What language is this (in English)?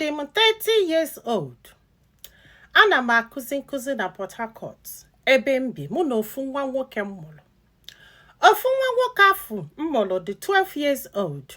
Igbo